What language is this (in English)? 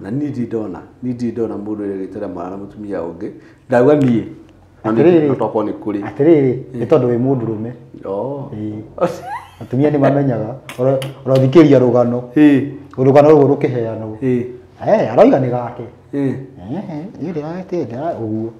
Kikuyu